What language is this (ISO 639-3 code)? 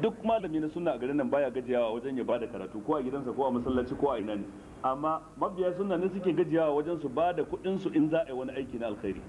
hau